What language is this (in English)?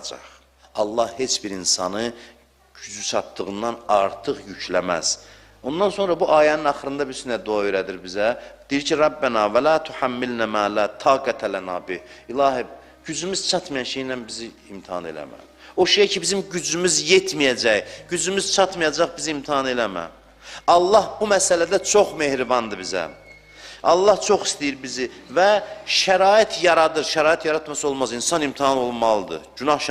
Azerbaijani